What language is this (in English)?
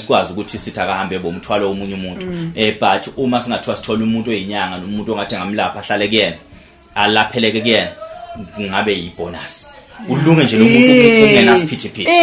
Zulu